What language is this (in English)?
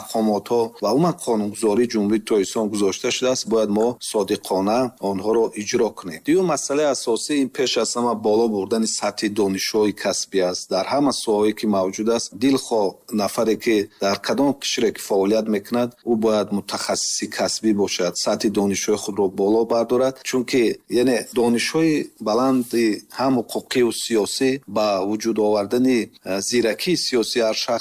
Tajik